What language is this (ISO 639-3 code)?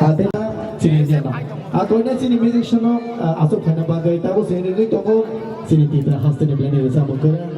trp